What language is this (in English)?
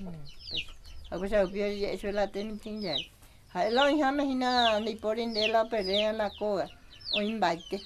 Guarani